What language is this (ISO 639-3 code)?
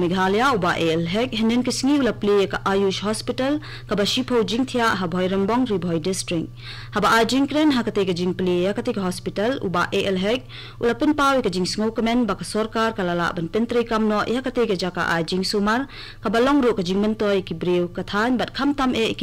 kha